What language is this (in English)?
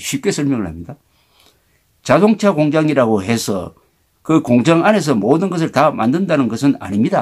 Korean